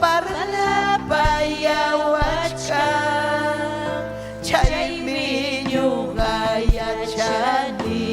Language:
Ayacucho Quechua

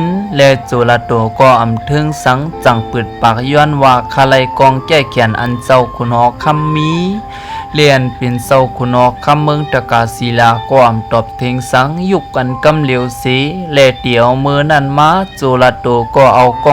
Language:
Shan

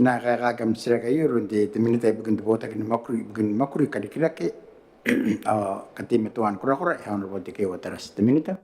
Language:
Gilbertese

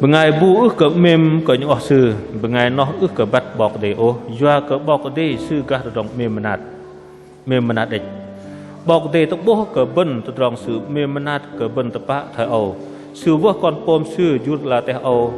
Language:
Bahnar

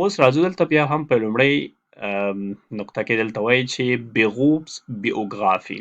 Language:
Pashto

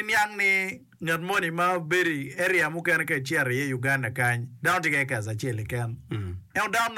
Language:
Acoli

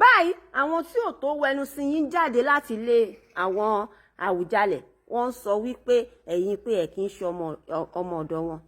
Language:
Yoruba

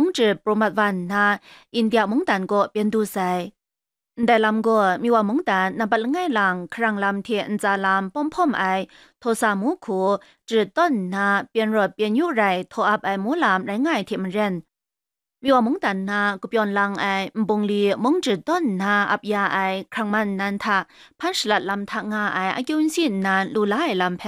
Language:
Kachin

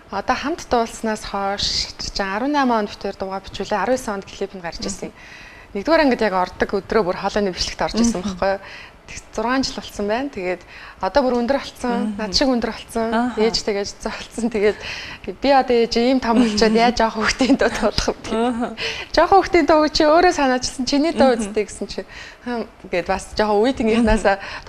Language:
Mongolian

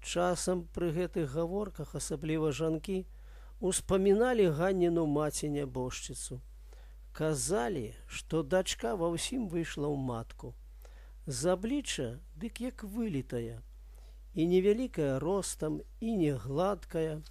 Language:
Belarusian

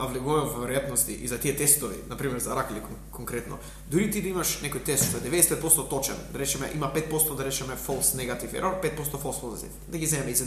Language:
Macedonian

